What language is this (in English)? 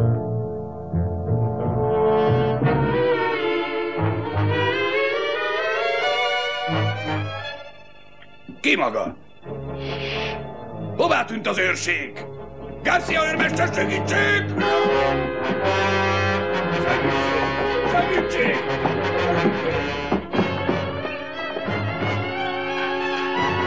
Hungarian